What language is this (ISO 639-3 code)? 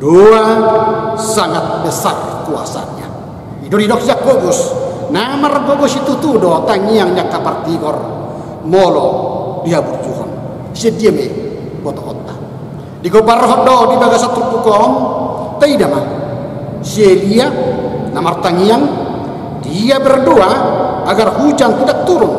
bbc